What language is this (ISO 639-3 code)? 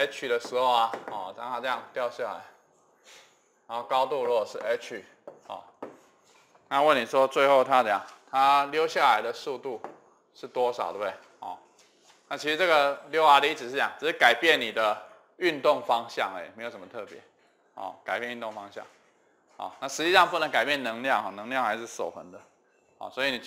zho